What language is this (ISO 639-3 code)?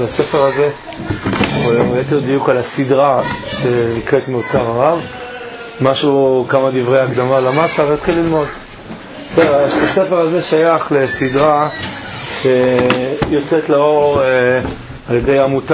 heb